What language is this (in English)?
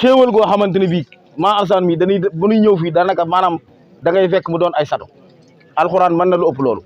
Wolof